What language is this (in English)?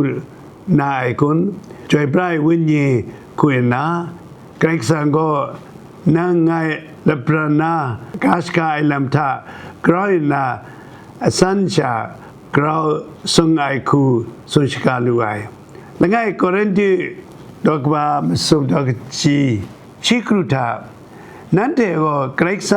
Kachin